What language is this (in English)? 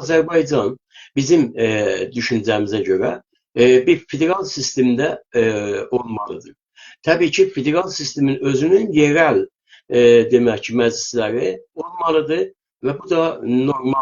South Azerbaijani